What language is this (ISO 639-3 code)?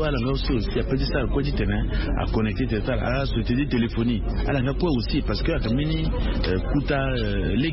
sag